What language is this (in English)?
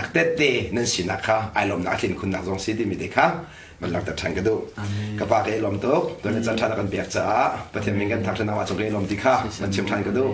Hakha Chin